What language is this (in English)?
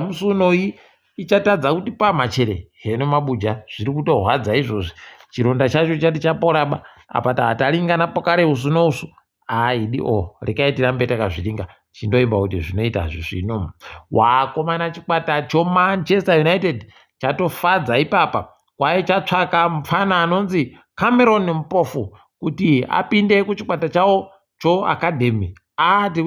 Ndau